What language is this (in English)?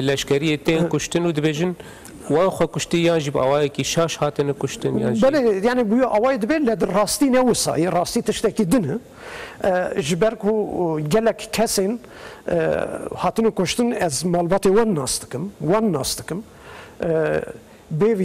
Kurdish